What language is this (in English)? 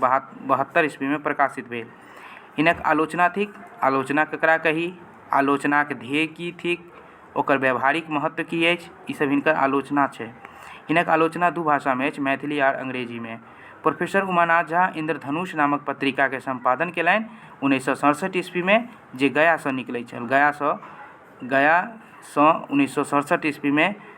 Maithili